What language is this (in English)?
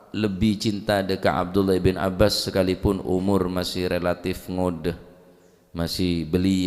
Madurese